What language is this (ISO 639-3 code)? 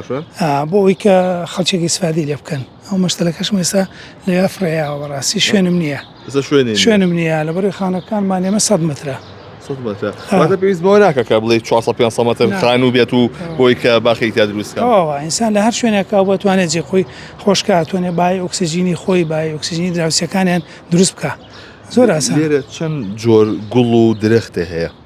ckb